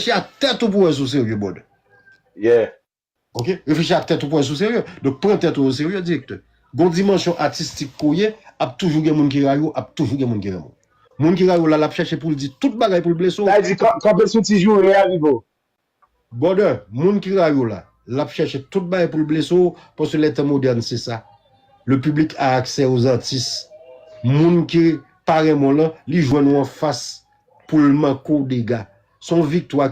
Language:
Haitian Creole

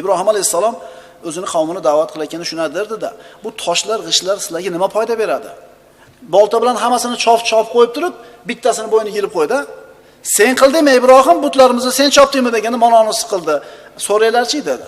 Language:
Uzbek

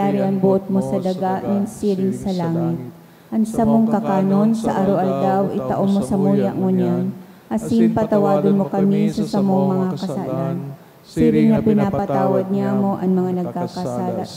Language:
Bikol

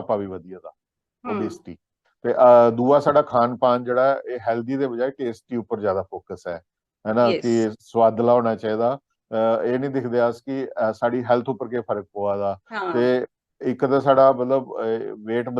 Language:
Dogri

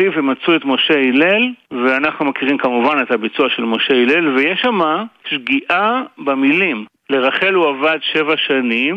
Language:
Hebrew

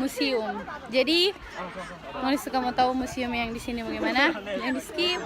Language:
Manado Malay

